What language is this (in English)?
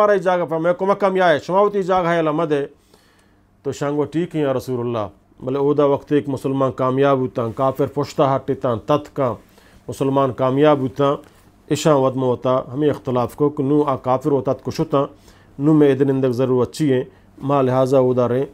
Eastern Balochi